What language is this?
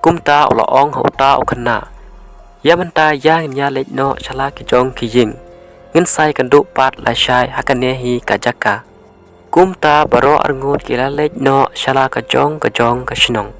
Khasi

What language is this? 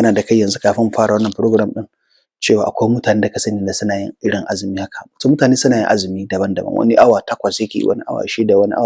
Hausa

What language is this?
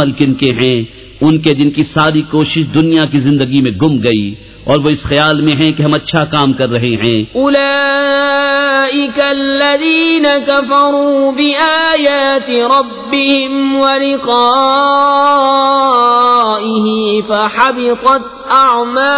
Urdu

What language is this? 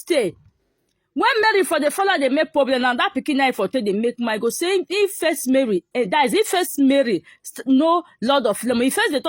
Nigerian Pidgin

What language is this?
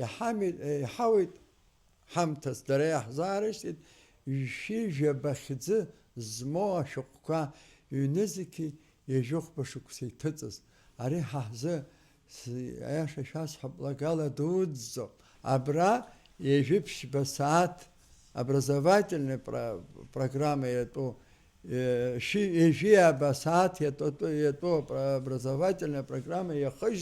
Abkhazian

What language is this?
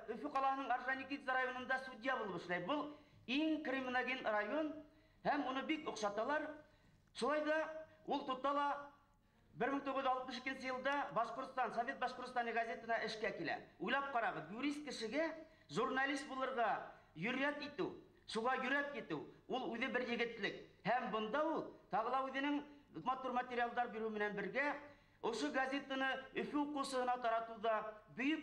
Bashkir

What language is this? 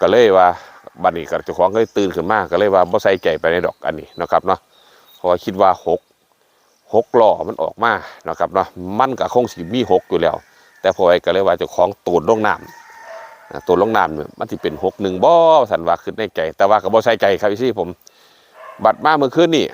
Northeastern Thai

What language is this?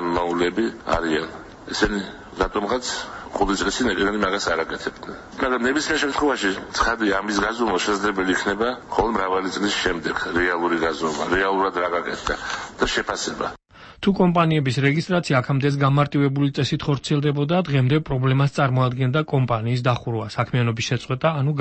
Georgian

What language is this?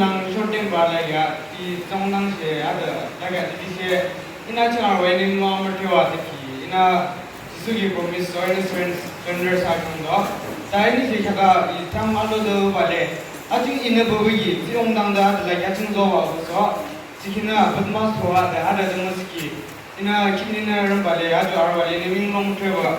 Yimchungru Naga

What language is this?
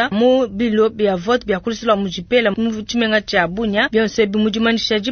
Luba-Lulua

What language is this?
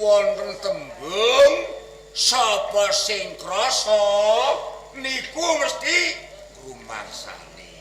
Javanese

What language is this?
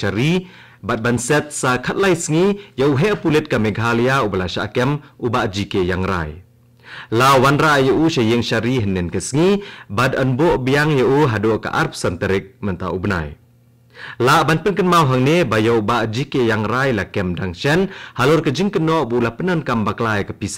Khasi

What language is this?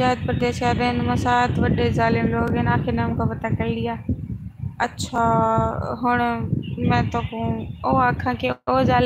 Saraiki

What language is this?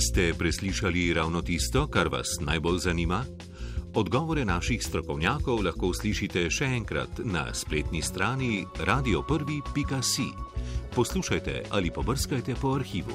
Slovenian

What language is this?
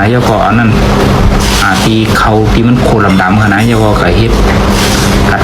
Shan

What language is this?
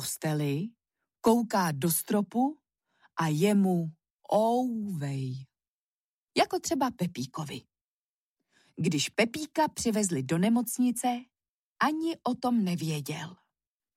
Czech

